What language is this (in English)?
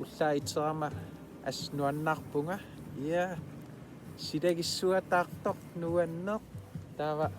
Kalaallisut